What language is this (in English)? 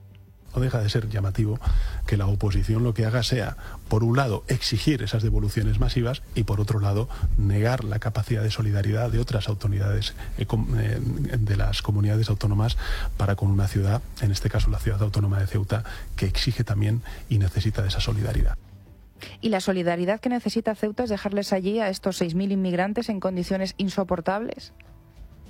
Spanish